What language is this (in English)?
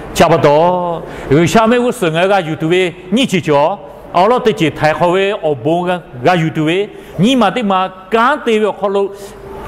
Lahu